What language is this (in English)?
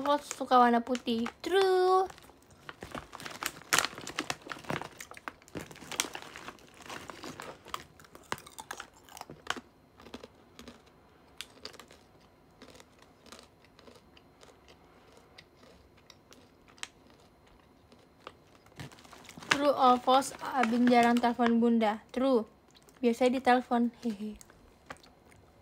Indonesian